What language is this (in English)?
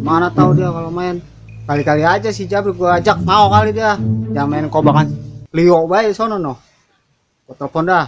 Betawi